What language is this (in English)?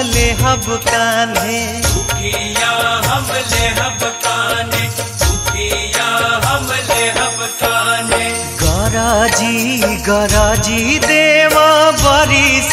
Bhojpuri